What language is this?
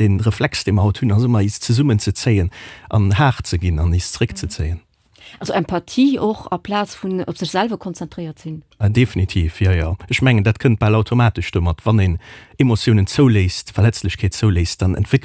Luxembourgish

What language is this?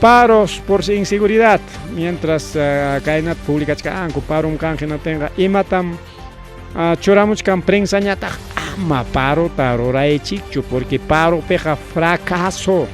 Ayacucho Quechua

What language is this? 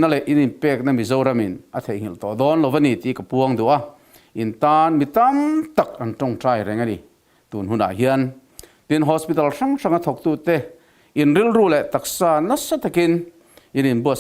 Mizo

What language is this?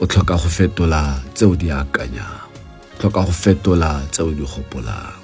Tswana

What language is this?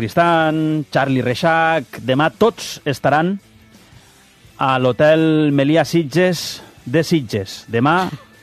Catalan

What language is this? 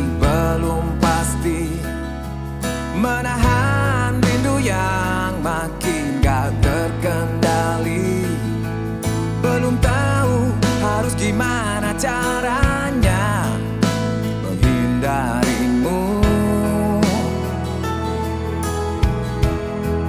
Indonesian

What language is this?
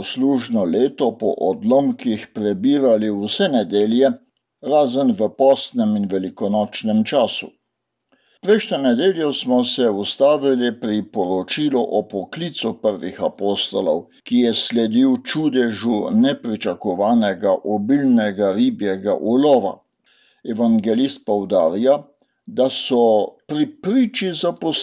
Slovenian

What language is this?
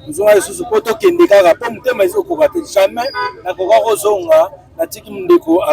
Lingala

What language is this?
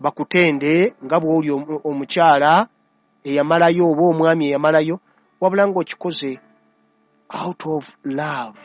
Ganda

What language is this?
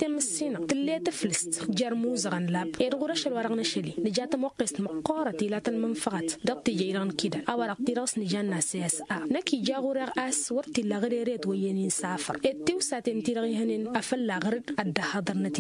Tamasheq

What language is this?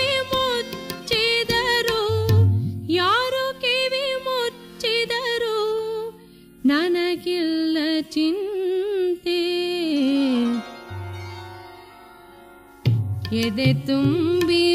Kannada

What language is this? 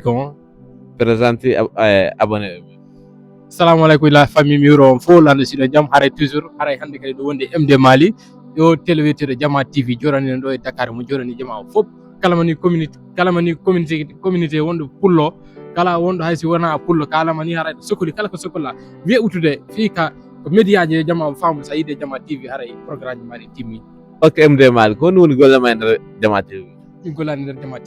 Fula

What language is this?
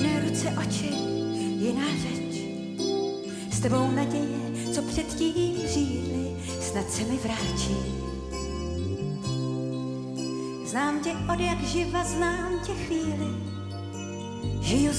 Czech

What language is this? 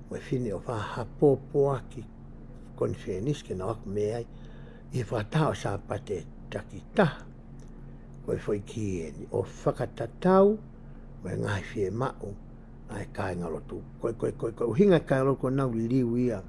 Tongan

